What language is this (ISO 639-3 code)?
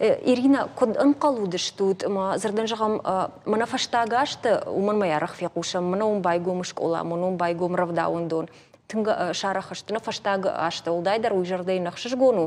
oss